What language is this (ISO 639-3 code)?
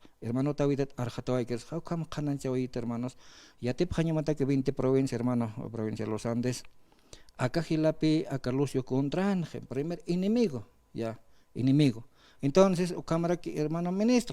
aym